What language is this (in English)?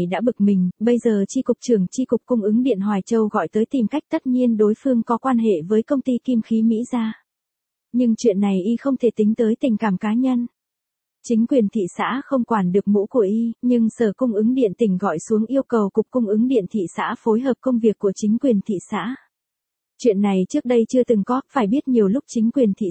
Vietnamese